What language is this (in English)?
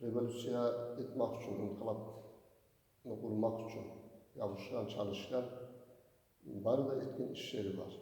Kumyk